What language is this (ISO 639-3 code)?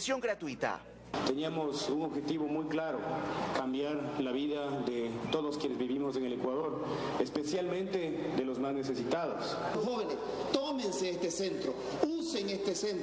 spa